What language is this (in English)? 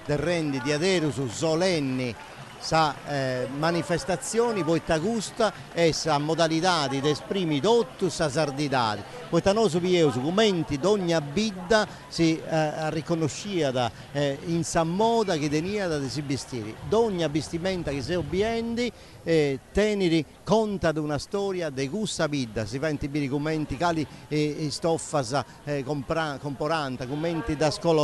Sardinian